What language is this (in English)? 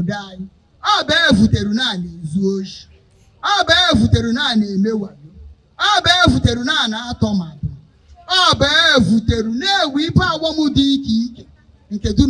Igbo